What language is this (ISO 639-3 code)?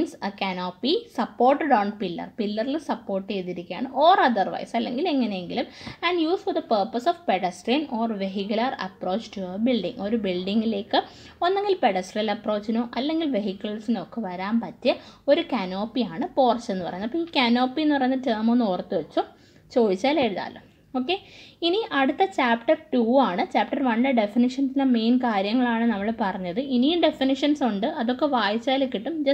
mal